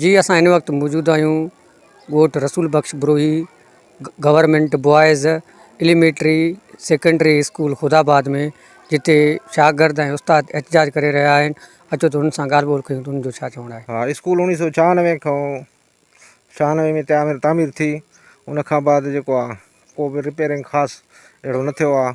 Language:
Sindhi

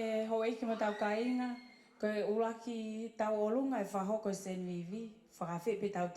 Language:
Tongan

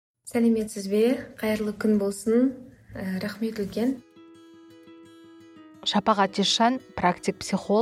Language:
Kazakh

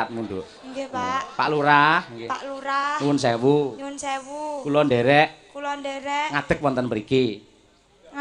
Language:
Javanese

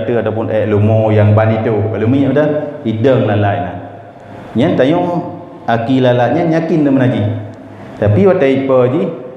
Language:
Achinese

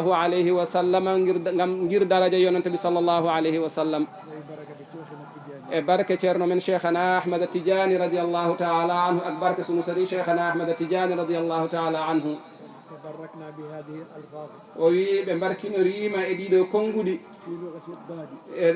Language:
Fula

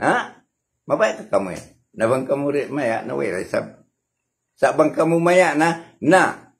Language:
Tausug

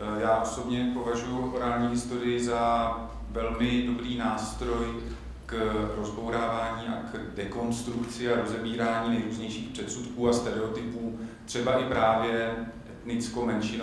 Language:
Czech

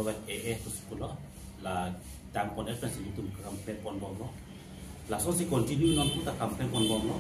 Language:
Karbi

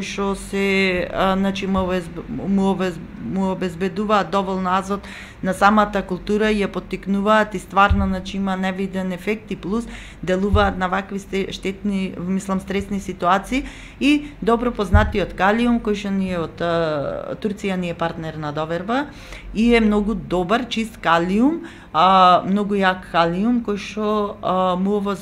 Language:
Macedonian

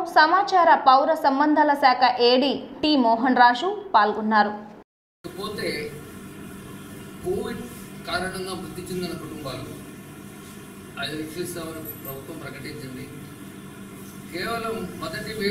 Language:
Telugu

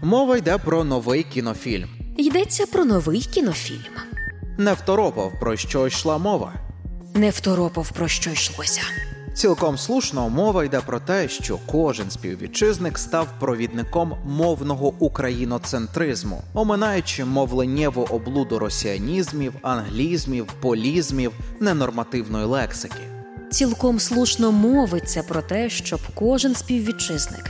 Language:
Ukrainian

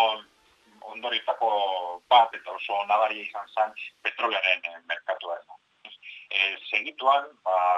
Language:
Basque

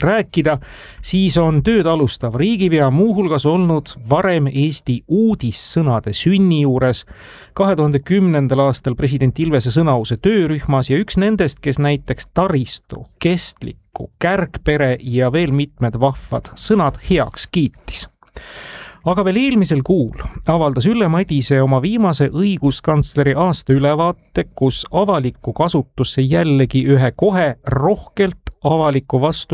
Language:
Estonian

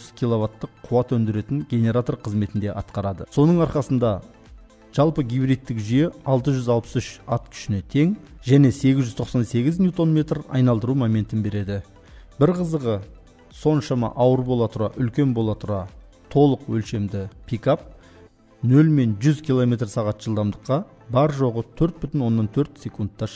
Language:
Kazakh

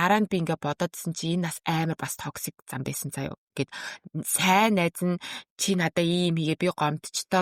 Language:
Mongolian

